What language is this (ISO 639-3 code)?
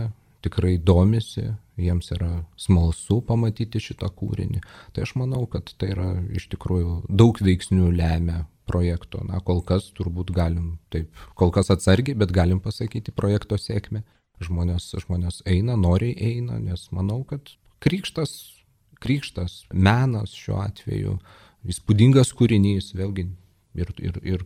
lit